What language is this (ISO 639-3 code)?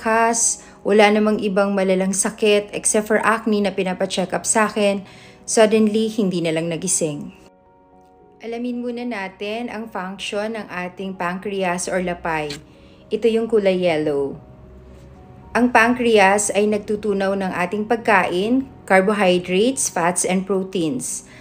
fil